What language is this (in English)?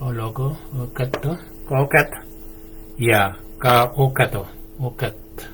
Shilluk